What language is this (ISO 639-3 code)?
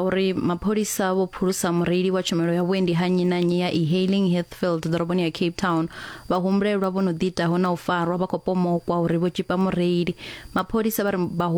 ven